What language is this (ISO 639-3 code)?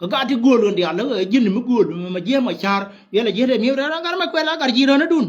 nus